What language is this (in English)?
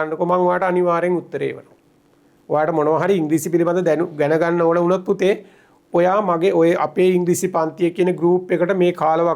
Sinhala